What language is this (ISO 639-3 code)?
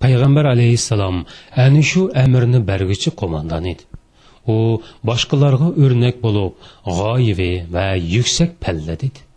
uig